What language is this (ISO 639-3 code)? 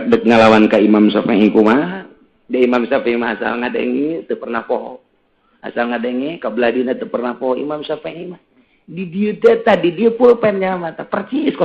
sun